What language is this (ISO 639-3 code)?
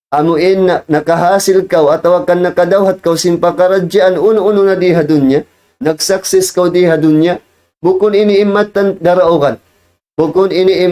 tsg